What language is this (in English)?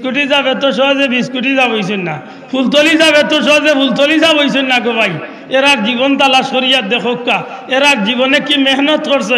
Sylheti